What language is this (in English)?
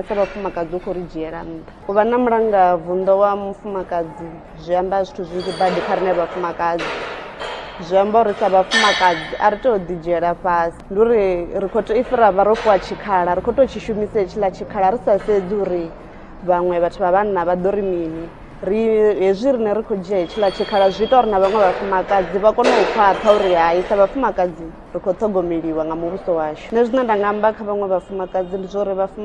Venda